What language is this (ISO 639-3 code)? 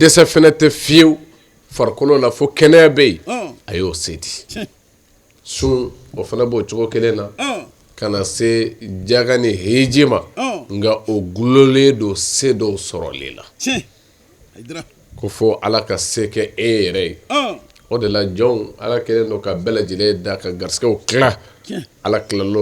bam